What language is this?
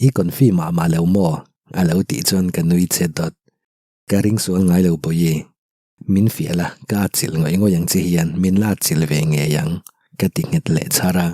Mizo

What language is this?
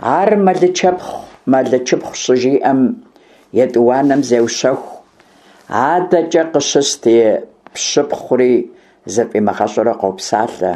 Kabardian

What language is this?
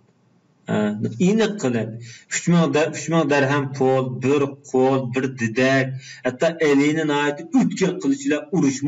Uyghur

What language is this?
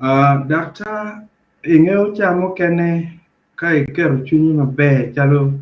Acoli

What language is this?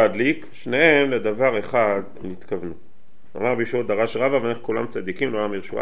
Hebrew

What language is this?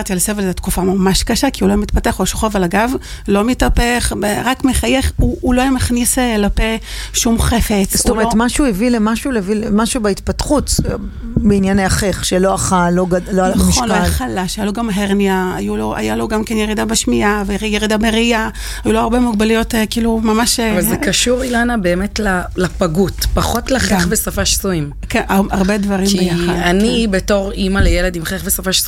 Hebrew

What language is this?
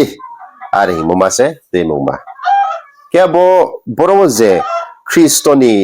Riang (India)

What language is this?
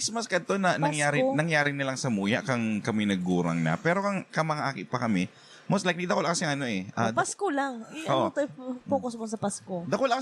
Bikol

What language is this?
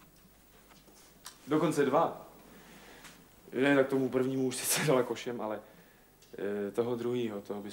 Czech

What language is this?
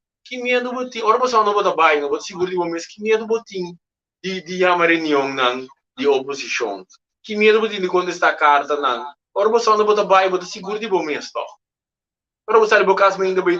Papiamento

